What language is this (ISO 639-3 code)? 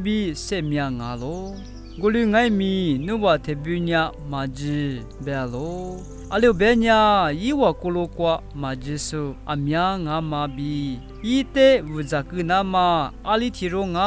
lis